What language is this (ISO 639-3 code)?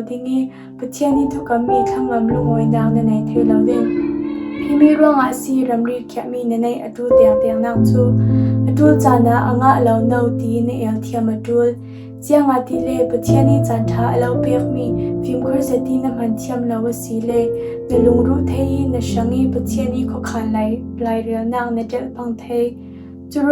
cfm